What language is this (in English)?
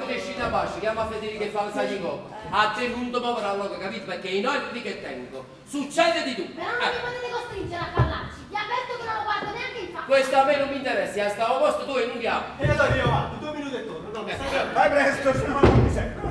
Neapolitan